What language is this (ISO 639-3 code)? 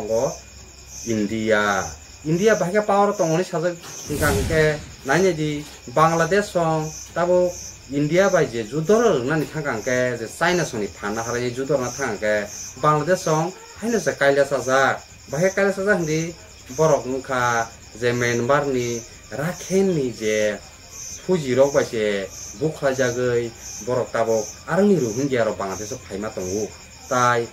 trp